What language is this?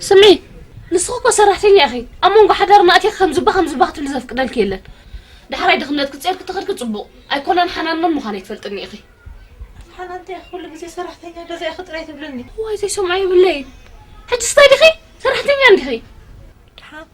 Tigrinya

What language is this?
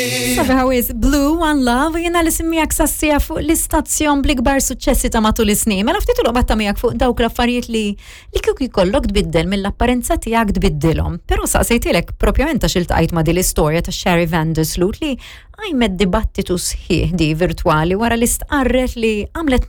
Maltese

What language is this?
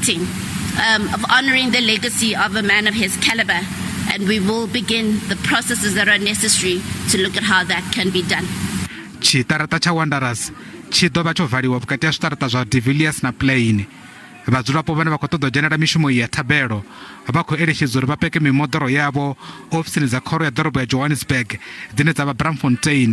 Venda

